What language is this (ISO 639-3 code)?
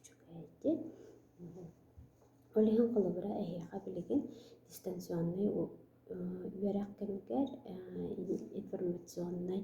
sah